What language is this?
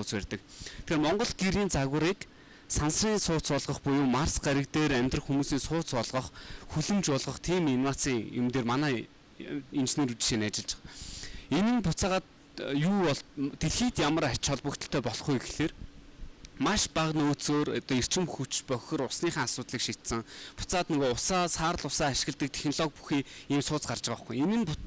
Mongolian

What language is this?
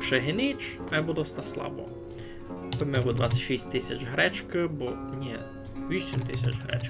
Rusyn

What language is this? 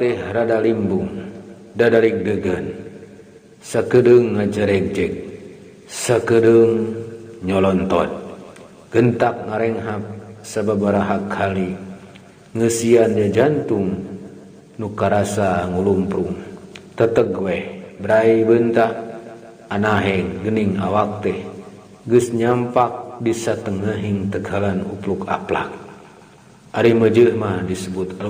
Sundanese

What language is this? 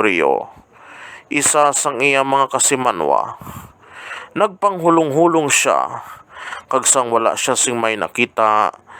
Hiligaynon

